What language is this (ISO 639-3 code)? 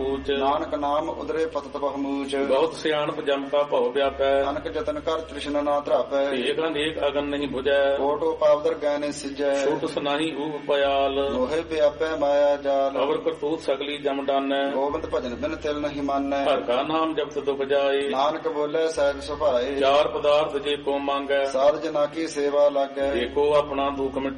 pan